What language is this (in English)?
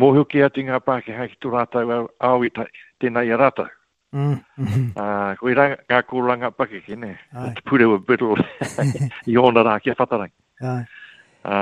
Māori